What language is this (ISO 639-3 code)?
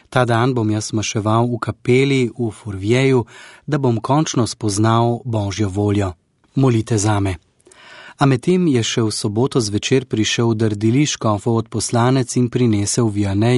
slv